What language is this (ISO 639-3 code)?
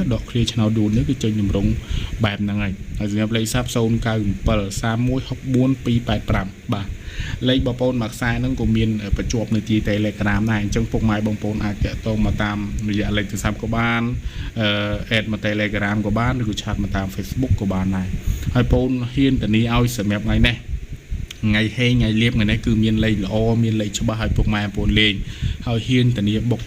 khm